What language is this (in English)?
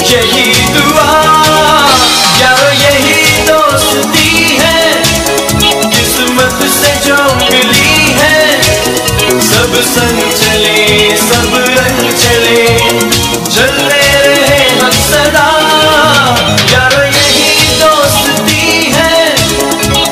Hindi